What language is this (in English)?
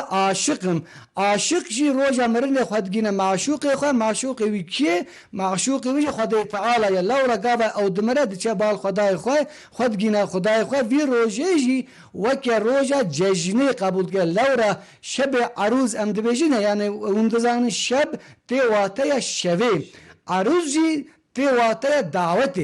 Kurdish